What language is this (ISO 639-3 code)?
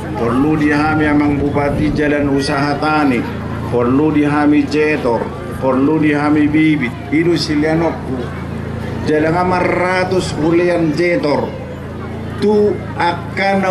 bbc